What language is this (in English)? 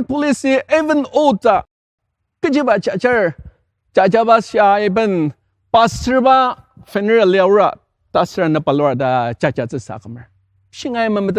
Ao Naga